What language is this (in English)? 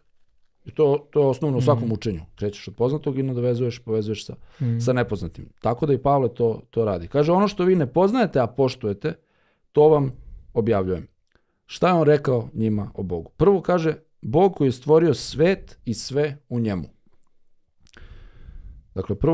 Serbian